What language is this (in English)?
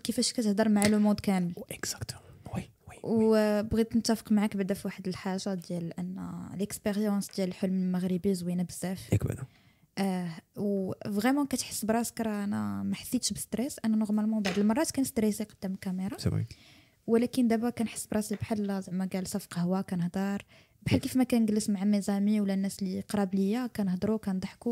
Moroccan Arabic